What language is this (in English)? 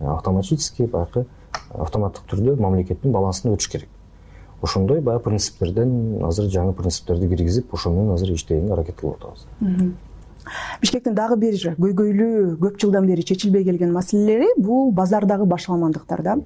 Kyrgyz